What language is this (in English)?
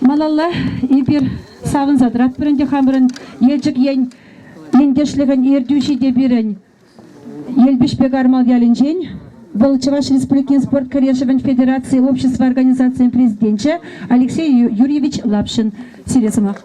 Chuvash